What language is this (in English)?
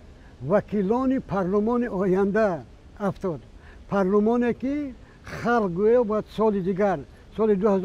Persian